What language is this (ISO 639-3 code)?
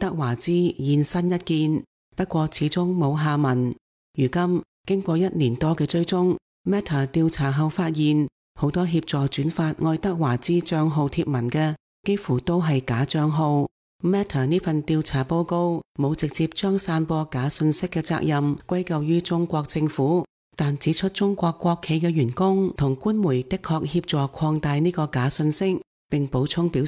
yue